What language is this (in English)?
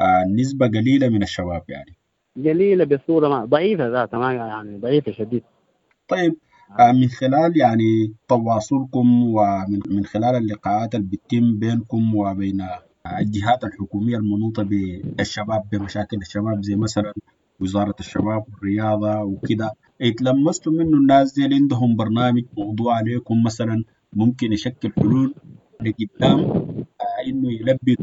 Sudanese Arabic